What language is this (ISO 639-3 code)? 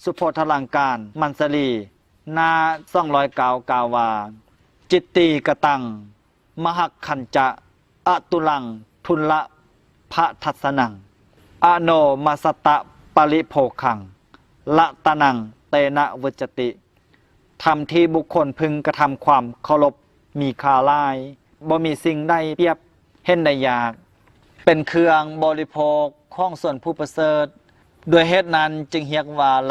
lao